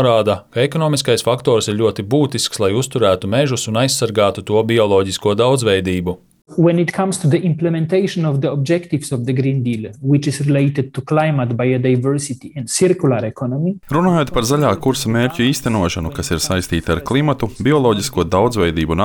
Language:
Latvian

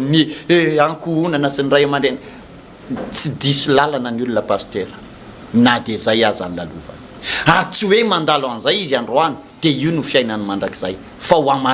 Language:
Malagasy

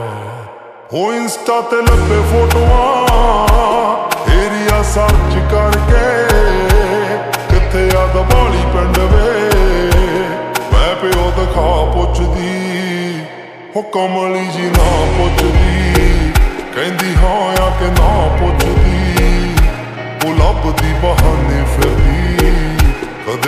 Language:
Punjabi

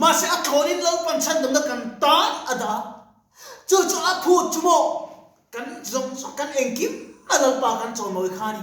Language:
Mizo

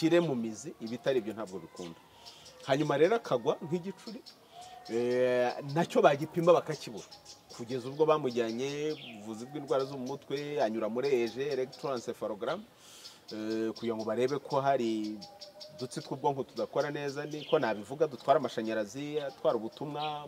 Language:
Kinyarwanda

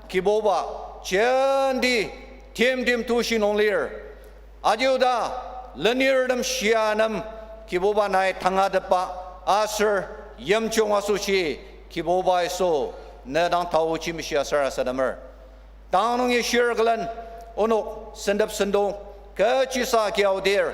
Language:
Ao Naga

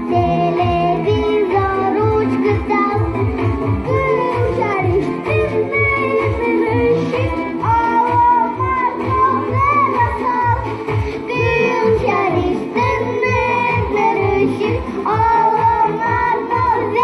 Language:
Udmurt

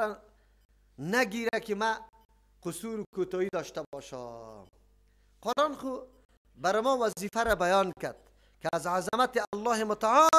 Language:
Persian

